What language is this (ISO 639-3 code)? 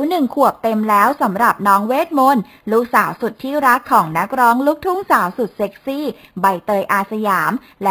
tha